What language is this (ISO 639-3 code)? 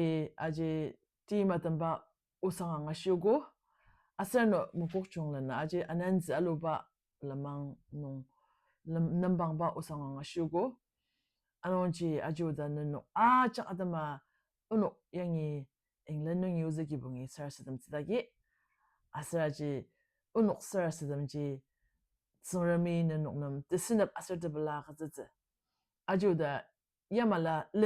njo